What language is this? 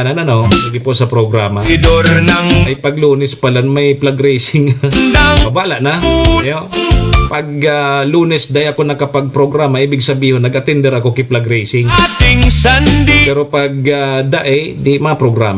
Bikol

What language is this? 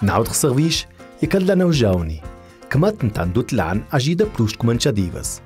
Ladin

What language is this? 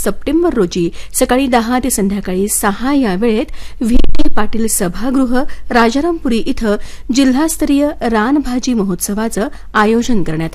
Marathi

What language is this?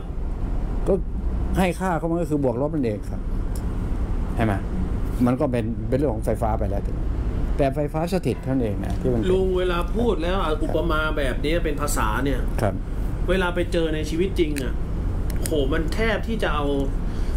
Thai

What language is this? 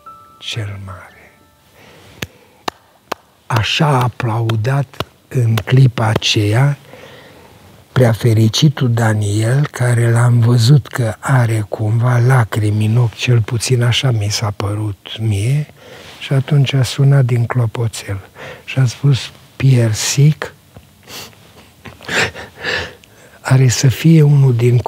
Romanian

